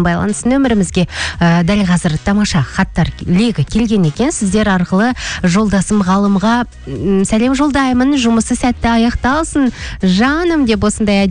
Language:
Kazakh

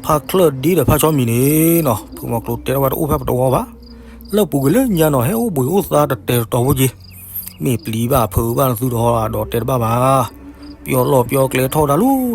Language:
S'gaw Karen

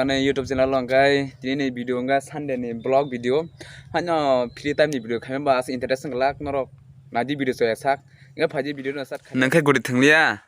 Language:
Kok Borok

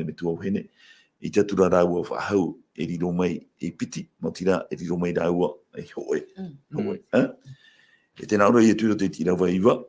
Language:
Tahitian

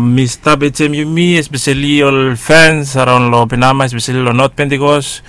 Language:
Bislama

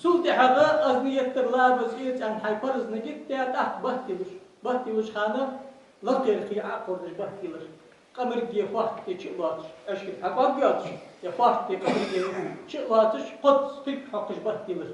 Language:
Ingush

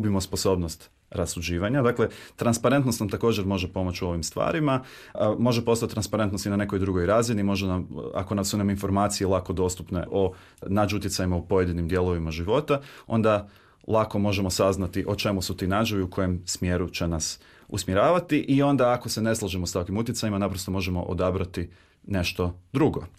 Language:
Croatian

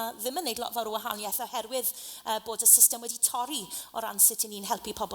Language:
Welsh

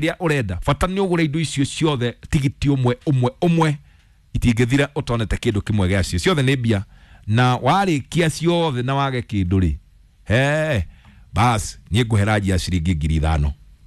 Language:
Kikuyu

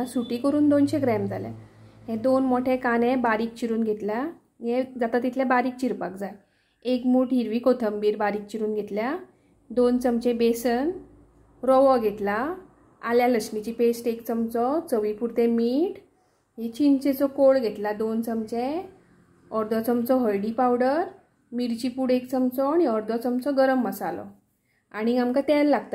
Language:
Konkani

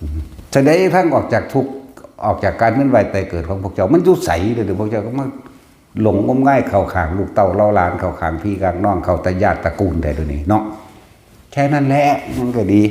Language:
Northeastern Thai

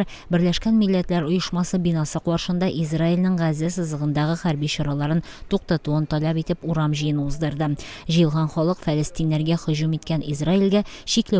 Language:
Tatar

